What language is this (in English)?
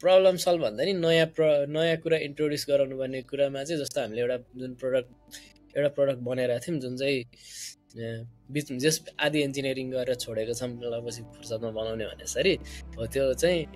Nepali